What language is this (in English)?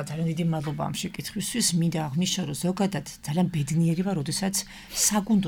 Georgian